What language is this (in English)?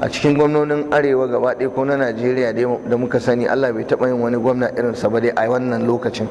Hausa